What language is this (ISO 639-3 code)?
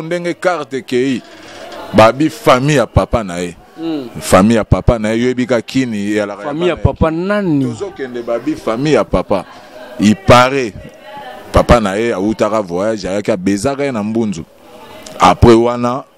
lin